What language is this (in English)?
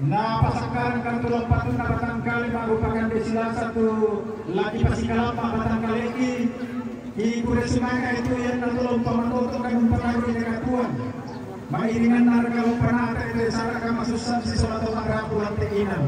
Toraja-Sa'dan